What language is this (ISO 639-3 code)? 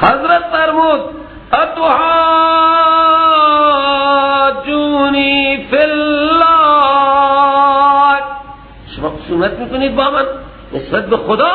fas